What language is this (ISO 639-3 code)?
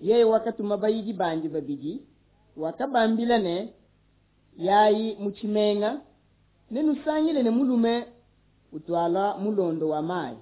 lua